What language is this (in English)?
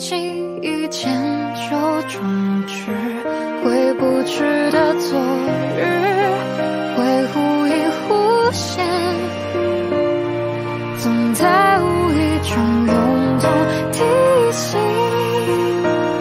Chinese